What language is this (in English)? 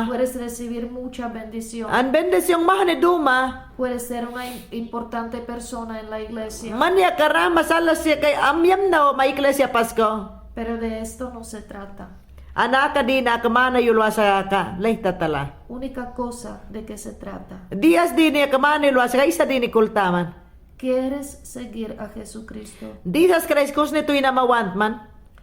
Mayangna